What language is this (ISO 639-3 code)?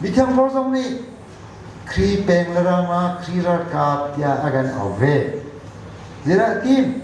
cnh